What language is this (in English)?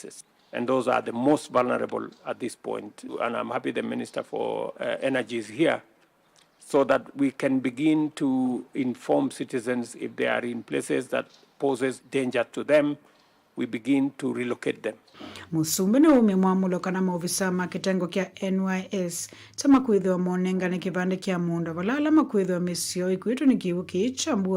Kamba